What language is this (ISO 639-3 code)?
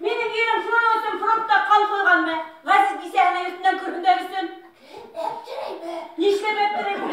bak